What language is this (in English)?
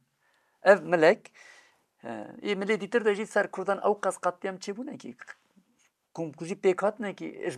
Kurdish